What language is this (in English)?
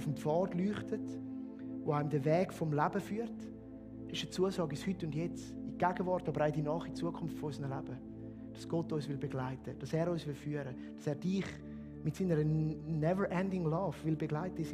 Swiss German